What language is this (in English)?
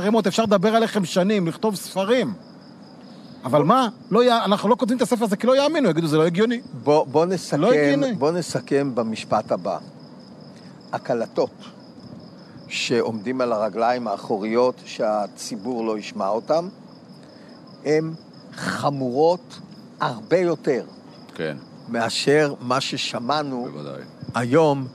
Hebrew